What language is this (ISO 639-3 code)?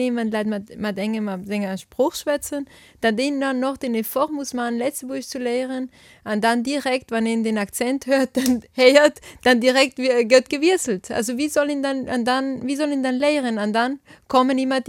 ltz